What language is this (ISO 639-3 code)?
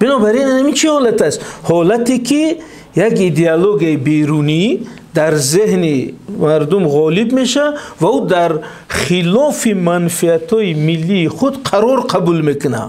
tgk